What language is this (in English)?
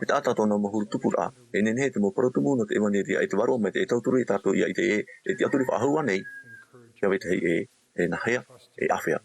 Tahitian